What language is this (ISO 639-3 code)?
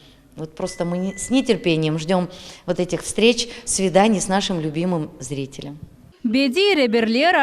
crh